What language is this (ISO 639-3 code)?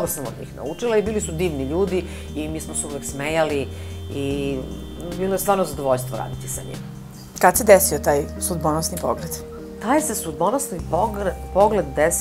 srp